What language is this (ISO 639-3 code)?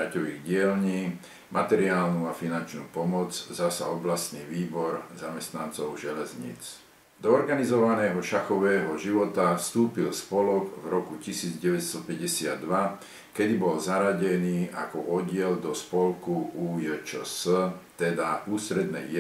slk